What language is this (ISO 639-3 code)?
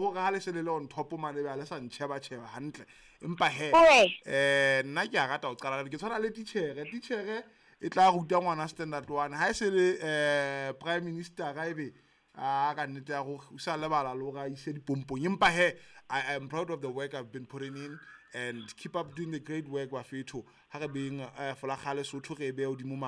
sot